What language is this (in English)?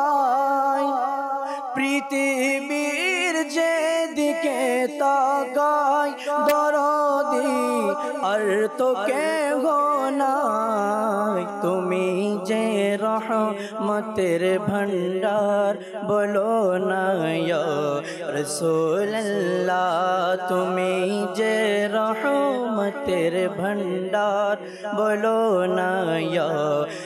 Bangla